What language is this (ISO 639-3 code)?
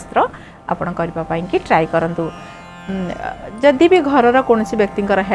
ori